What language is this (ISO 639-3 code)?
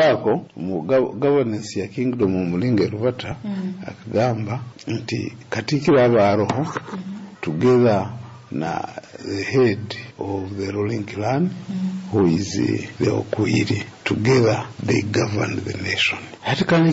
nyo